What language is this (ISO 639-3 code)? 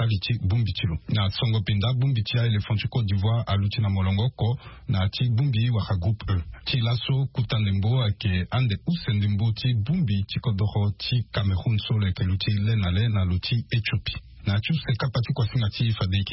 sag